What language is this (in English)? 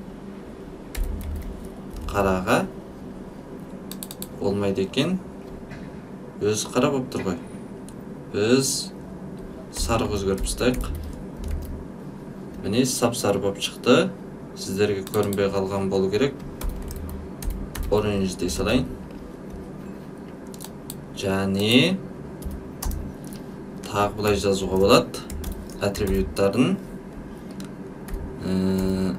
Kazakh